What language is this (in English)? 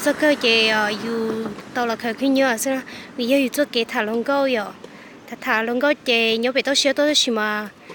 Hmong